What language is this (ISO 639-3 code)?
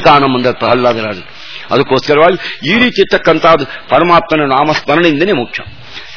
kan